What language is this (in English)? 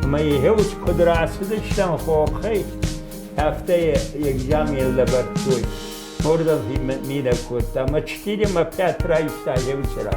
Ossetic